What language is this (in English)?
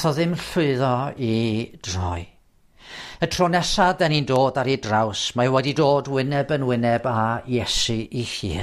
Welsh